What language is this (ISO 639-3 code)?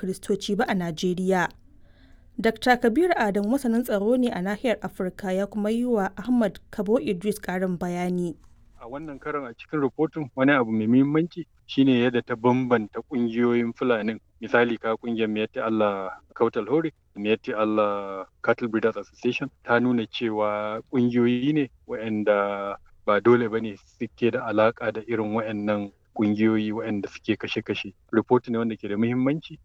hau